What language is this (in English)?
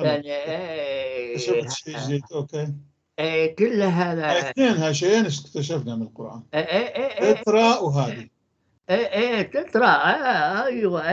North Levantine Arabic